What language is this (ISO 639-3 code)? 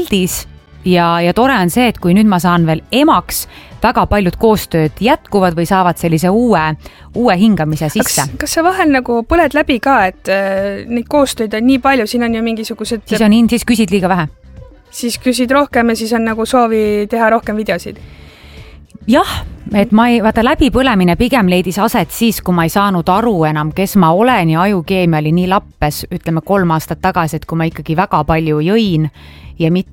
est